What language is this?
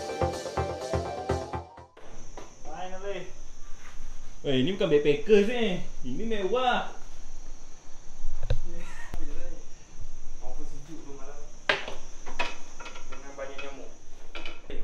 Malay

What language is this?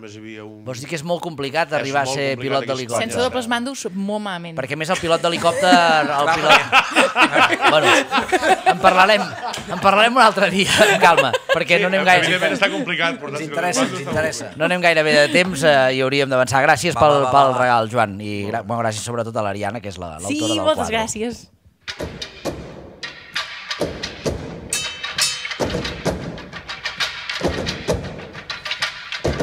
Catalan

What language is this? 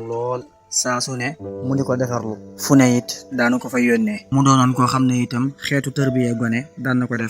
Wolof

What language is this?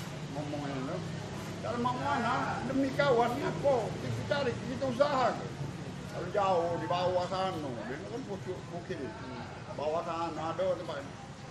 Musi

